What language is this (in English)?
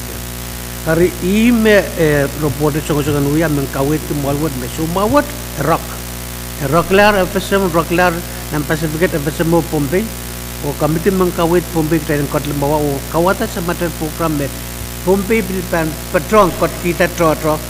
Pohnpeian